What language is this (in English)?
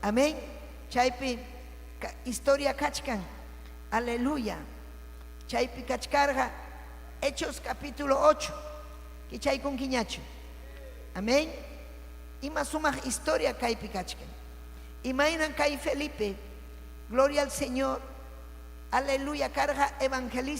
Ayacucho Quechua